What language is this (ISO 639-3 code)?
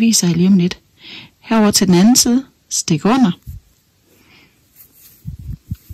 dan